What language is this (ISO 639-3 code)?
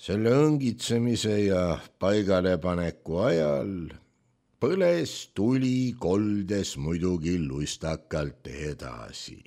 est